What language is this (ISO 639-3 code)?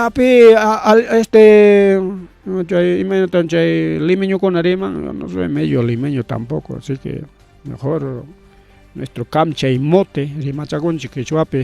quy